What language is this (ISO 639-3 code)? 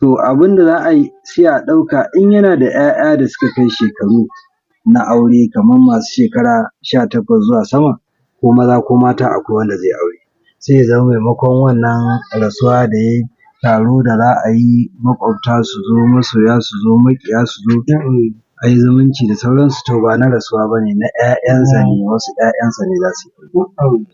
hau